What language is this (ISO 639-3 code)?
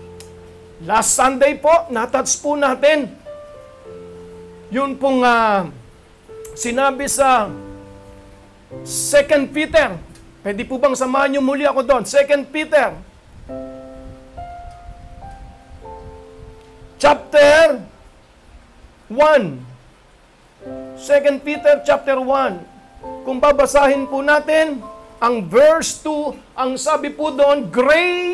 fil